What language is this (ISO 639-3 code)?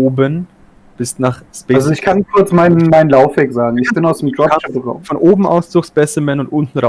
gsw